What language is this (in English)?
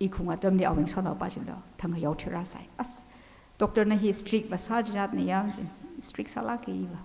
Tangkhul Naga (India)